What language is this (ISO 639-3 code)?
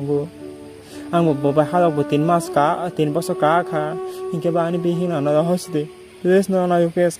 trp